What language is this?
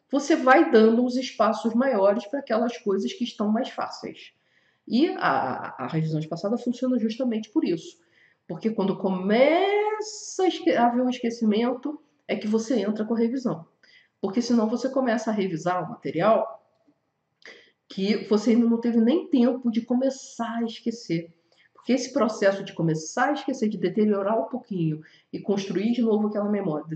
Portuguese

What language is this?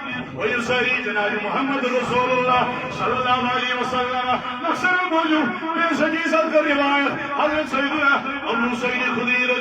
Kashmiri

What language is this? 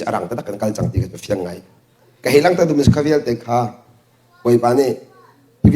Hakha Chin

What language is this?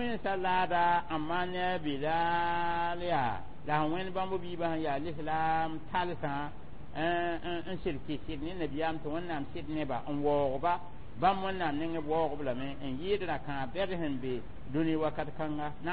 Mossi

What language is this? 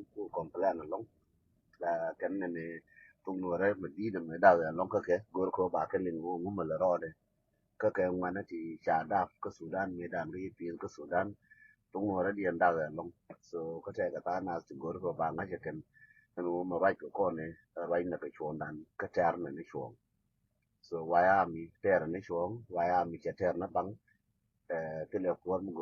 Nuer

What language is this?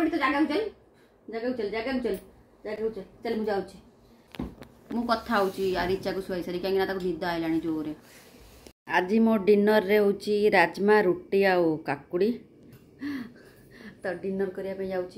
Sambalpuri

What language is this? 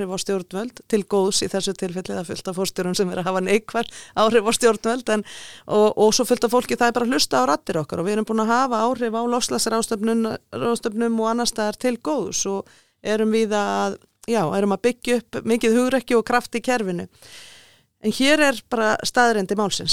Icelandic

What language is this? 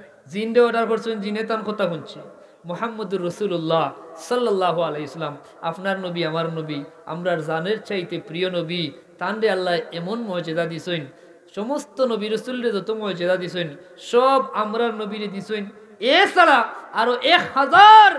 Sylheti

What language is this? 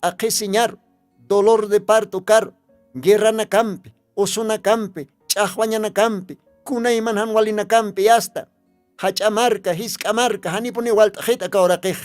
Aymara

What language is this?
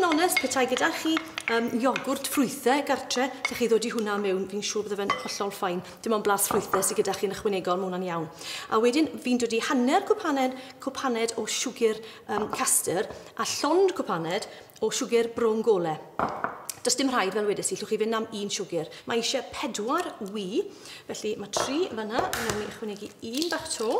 Welsh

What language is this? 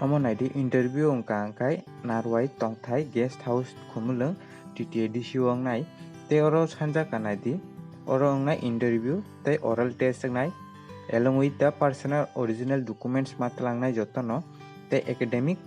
Kok Borok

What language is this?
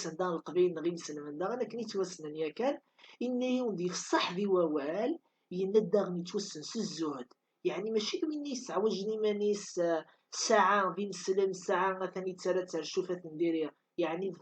Kabyle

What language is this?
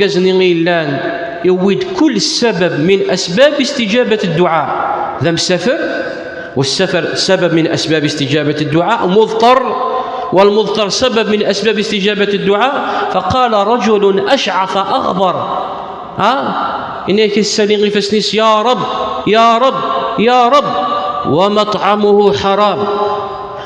Kabyle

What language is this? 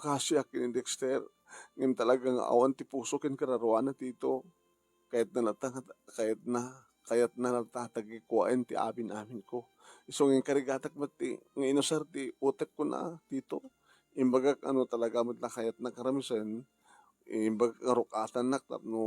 Iloko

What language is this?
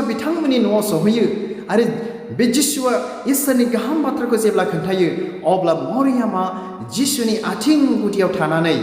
Bodo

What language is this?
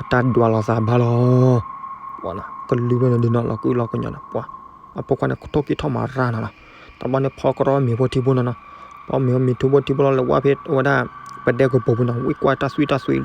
S'gaw Karen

